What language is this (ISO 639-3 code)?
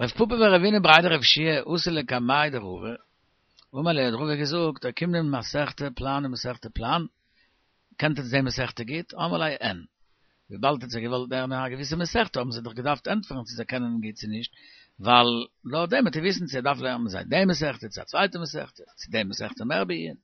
yid